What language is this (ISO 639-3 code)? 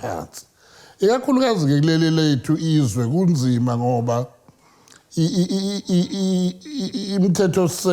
zul